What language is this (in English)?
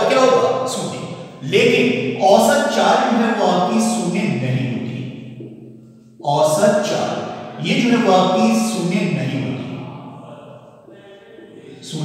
Hindi